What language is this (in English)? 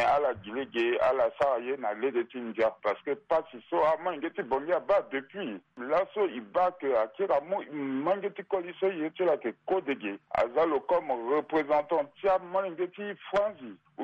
Sango